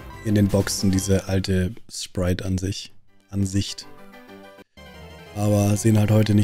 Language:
German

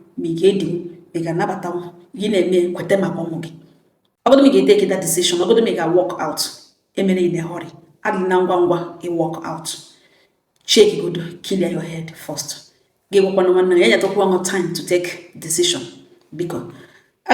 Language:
Igbo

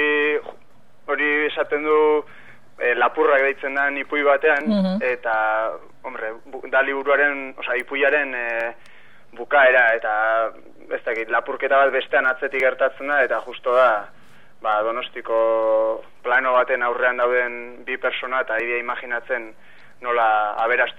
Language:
Basque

